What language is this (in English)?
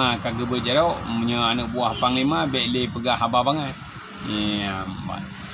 Achinese